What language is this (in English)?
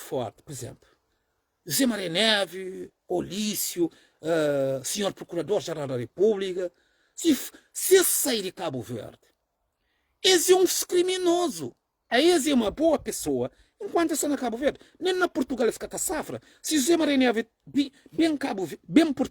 Kabuverdianu